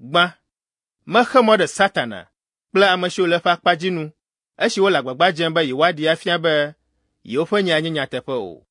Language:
Ewe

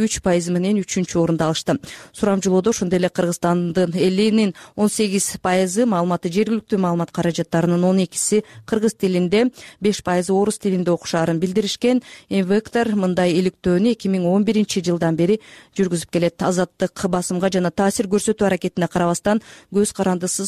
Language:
Kyrgyz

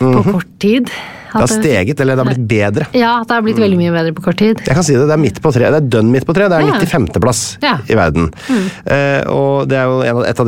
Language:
Norwegian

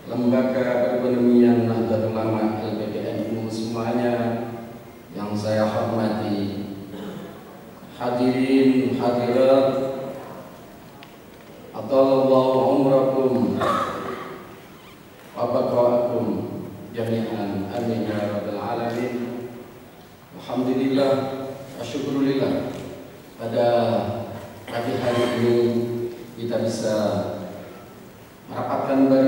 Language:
Indonesian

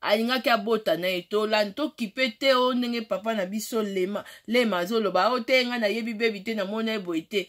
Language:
Lingala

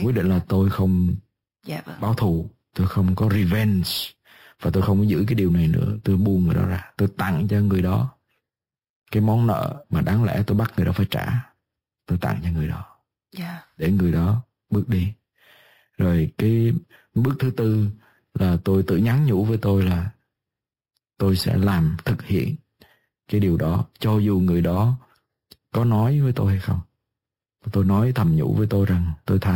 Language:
Vietnamese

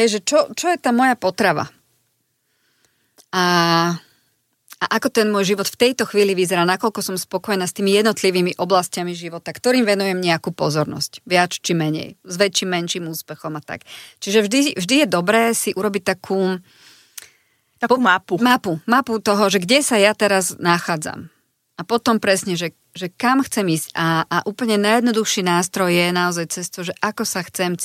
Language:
Slovak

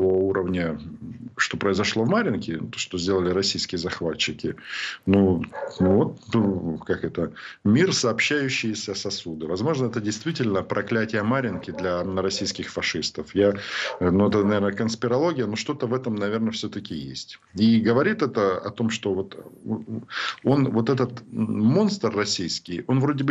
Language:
Russian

